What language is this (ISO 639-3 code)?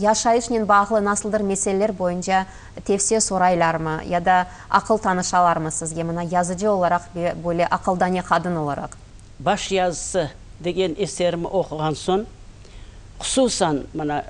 crh